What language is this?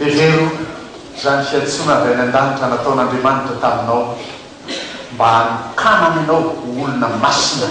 Malagasy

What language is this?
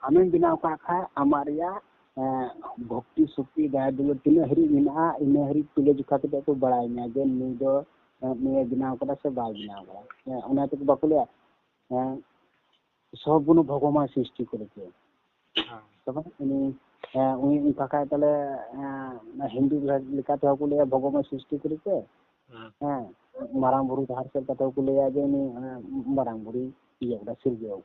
Santali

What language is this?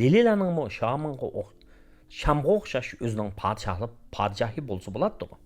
Uyghur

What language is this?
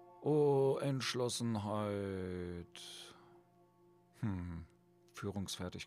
German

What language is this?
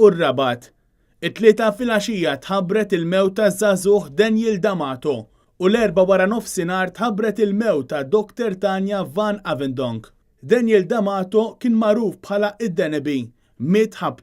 Maltese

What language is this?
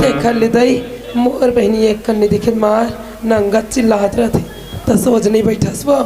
Chhattisgarhi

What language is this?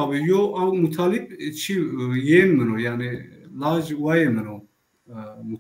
Zaza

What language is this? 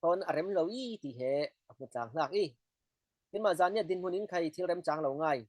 Falam Chin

